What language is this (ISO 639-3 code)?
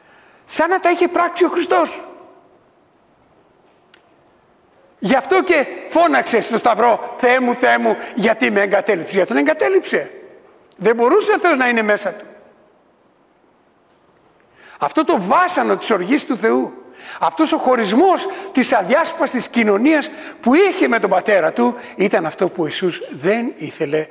ell